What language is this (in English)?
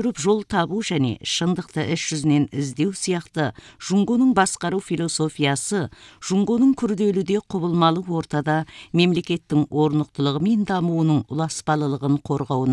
Kazakh